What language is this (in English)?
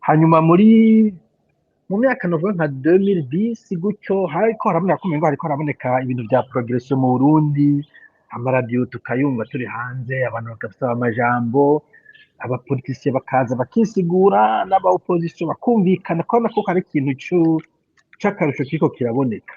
Rundi